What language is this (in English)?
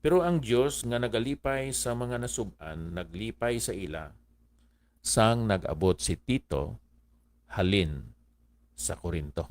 Hiligaynon